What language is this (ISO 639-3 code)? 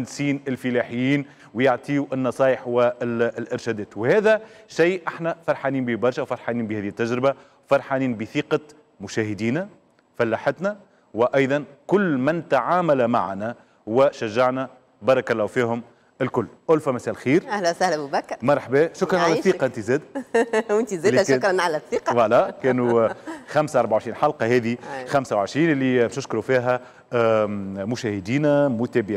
aeb